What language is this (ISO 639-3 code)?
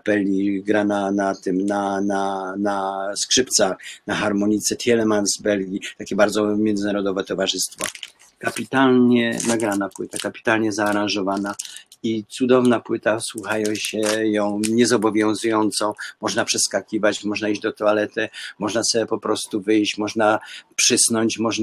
pol